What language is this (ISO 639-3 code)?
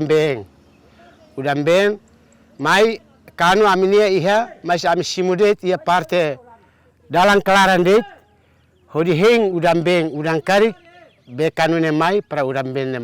tet